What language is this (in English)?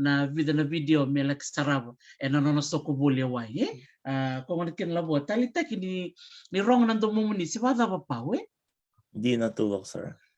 Fijian